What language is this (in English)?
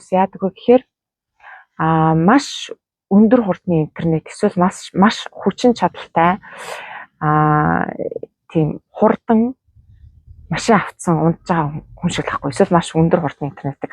Mongolian